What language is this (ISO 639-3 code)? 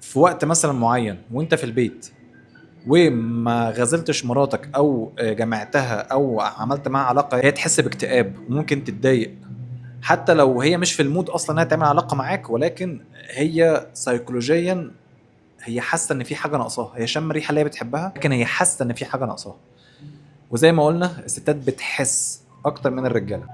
arz